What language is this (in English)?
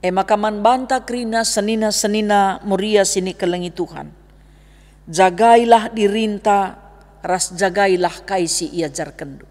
Batak Karo